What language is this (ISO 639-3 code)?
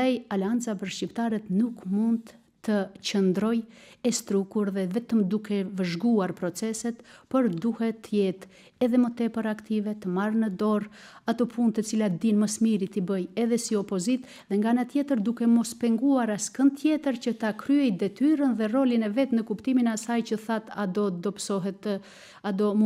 sqi